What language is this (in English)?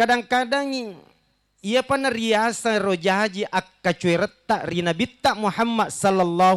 Buginese